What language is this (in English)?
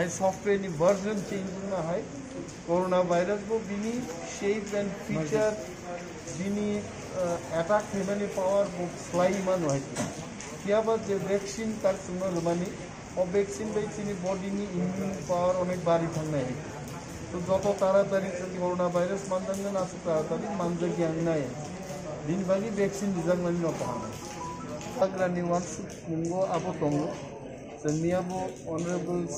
Kok Borok